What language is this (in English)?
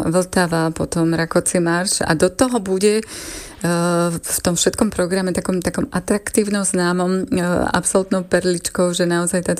Slovak